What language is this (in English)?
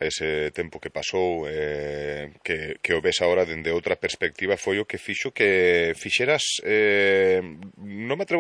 Galician